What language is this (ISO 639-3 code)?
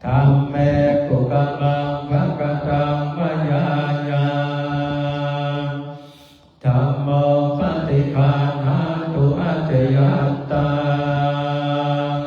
pli